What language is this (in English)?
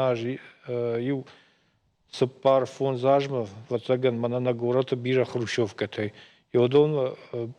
Ossetic